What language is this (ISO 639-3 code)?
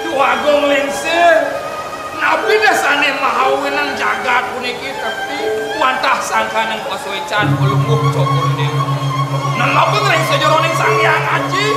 ban